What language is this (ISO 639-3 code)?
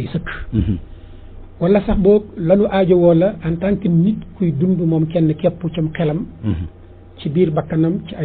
wol